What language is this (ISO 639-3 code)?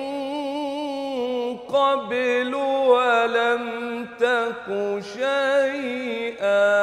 ara